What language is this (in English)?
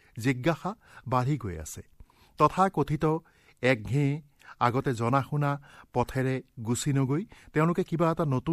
Assamese